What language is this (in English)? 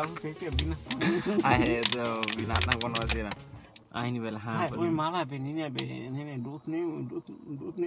Tetum